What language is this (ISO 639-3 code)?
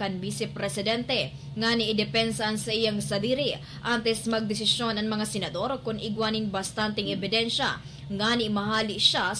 bik